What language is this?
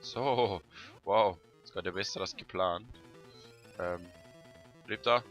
Swiss German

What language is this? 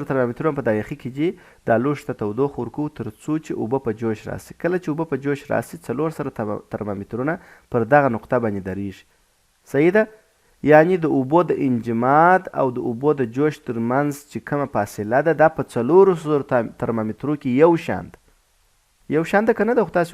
Pashto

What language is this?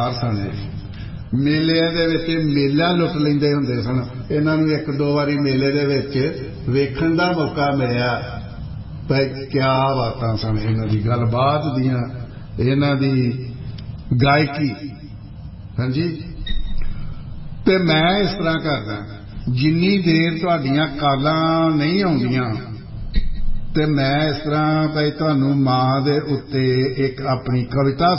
Punjabi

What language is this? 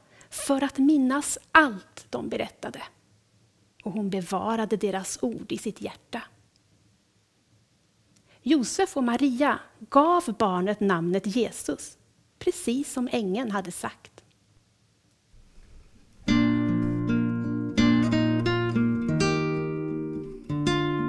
Swedish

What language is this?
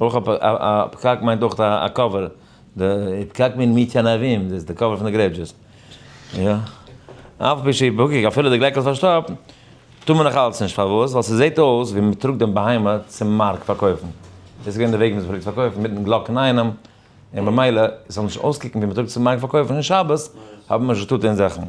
Yiddish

